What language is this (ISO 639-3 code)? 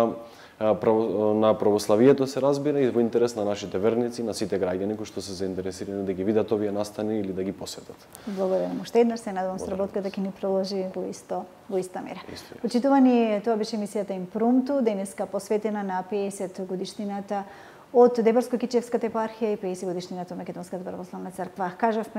mkd